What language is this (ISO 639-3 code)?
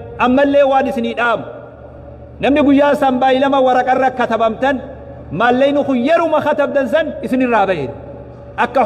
orm